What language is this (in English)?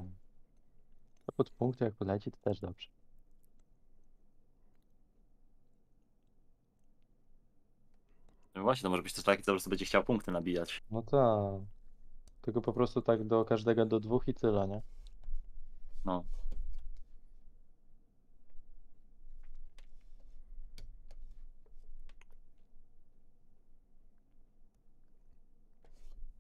Polish